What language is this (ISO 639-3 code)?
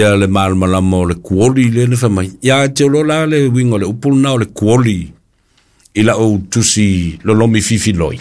smo